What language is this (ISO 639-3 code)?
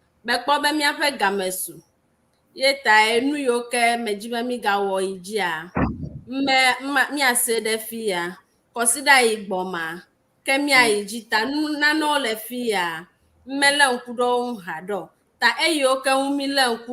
ewe